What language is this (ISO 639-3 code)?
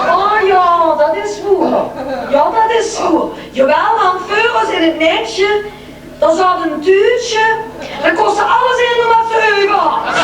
lim